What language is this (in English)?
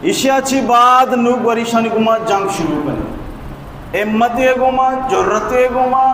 Baluchi